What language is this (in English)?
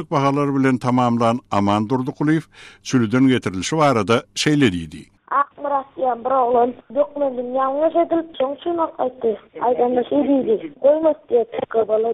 Turkmen